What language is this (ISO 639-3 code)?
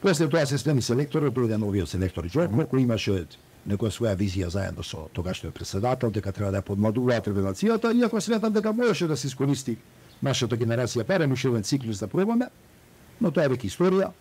mkd